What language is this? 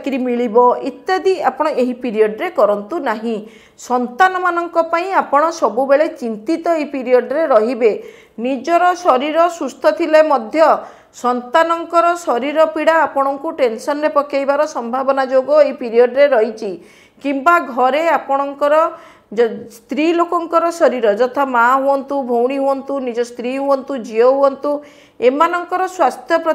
Odia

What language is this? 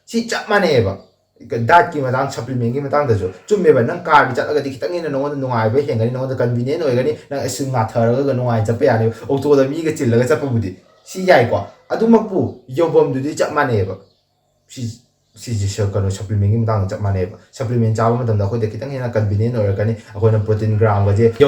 Manipuri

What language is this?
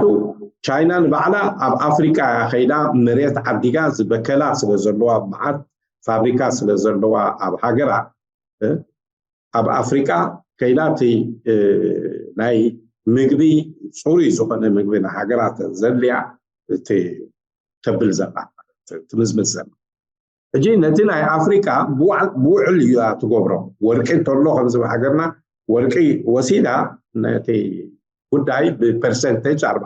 Tigrinya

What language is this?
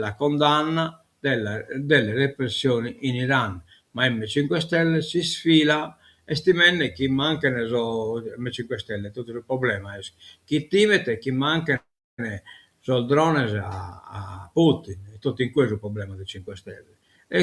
Sardinian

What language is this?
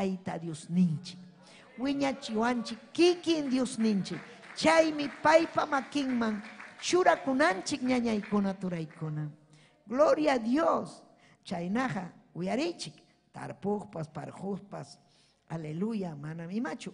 Ayacucho Quechua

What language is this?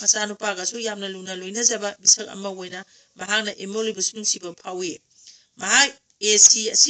Manipuri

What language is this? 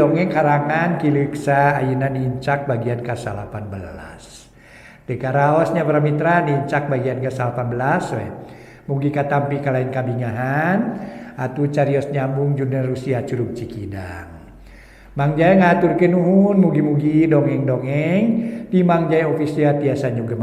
Sundanese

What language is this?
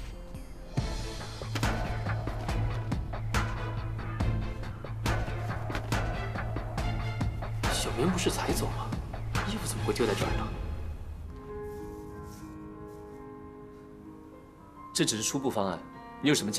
Chinese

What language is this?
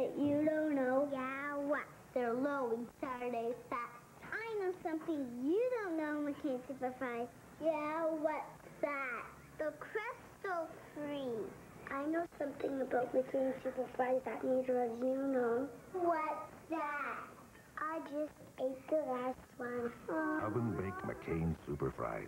English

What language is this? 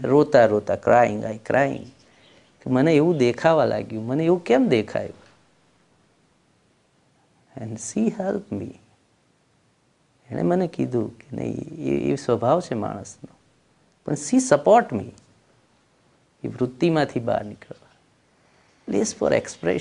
Gujarati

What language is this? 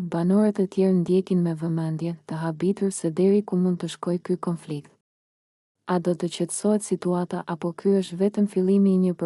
Albanian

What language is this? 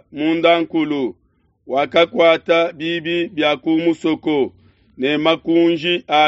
Luba-Lulua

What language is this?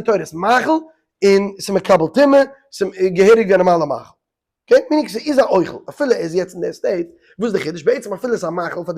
Yiddish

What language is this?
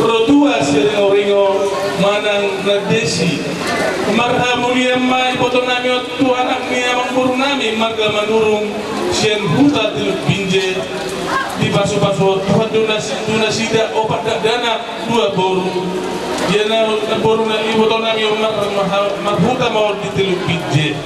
Batak Toba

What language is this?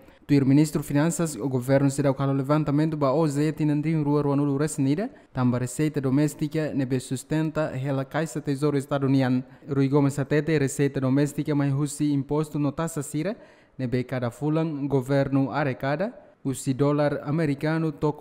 Tetum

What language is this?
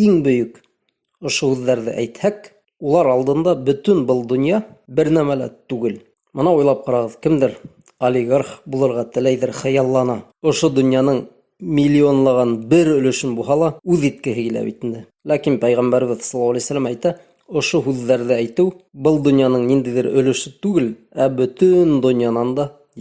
Bashkir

